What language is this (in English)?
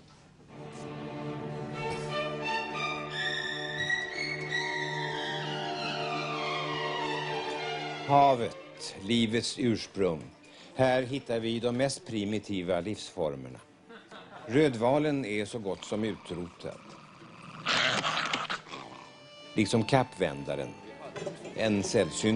Swedish